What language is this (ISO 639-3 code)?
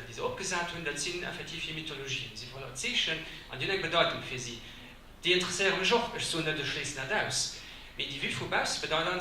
ltz